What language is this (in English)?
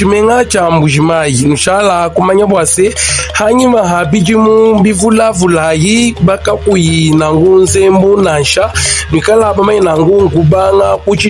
Luba-Lulua